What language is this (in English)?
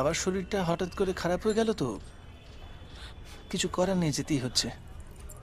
Bangla